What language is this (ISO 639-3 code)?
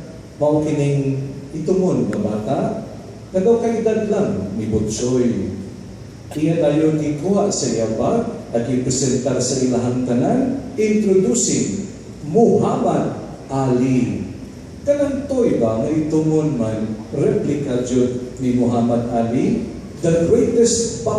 ceb